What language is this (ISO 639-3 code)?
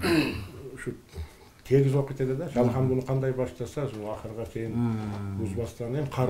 kir